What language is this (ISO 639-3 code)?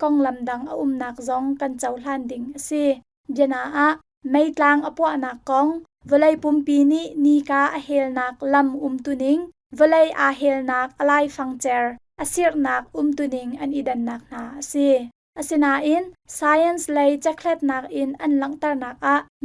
cnh